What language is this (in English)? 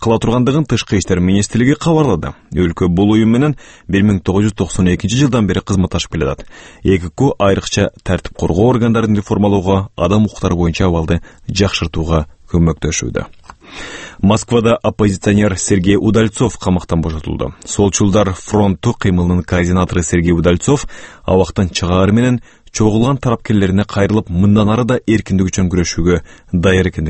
Kyrgyz